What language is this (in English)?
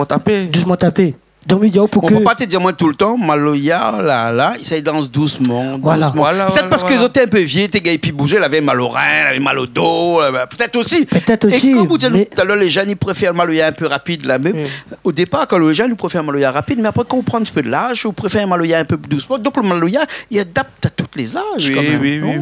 Réunion Creole French